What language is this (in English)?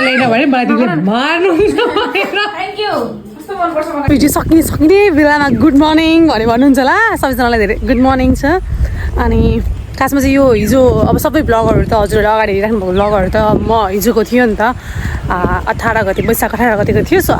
Nepali